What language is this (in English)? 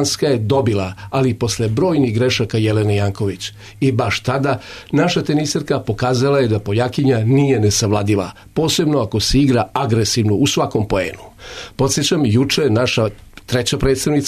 Serbian